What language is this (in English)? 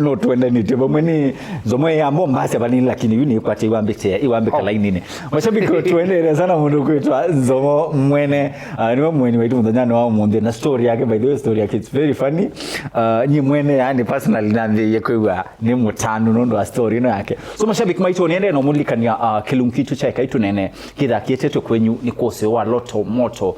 Kamba